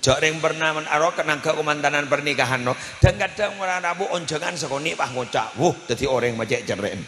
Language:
Madurese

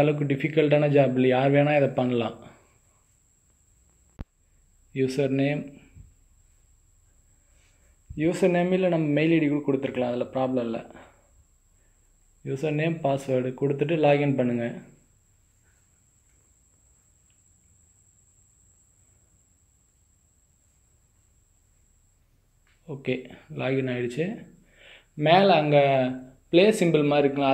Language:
Tamil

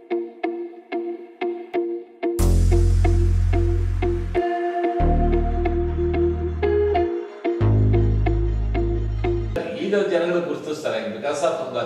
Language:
Kannada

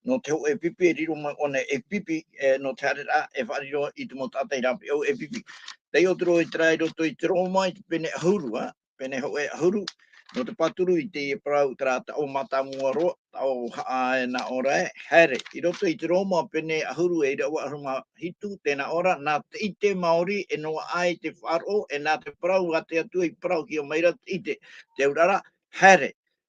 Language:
Tahitian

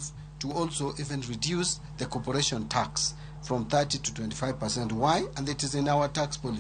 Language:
Luo (Kenya and Tanzania)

